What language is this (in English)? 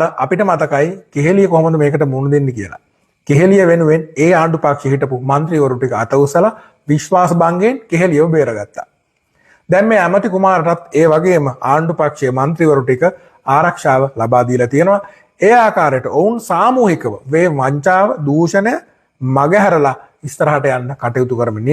Sinhala